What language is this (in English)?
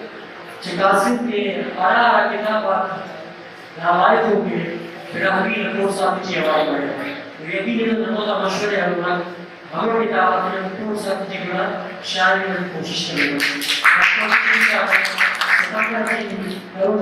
Brahui